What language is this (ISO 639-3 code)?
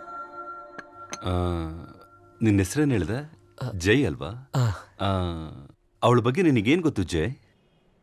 kan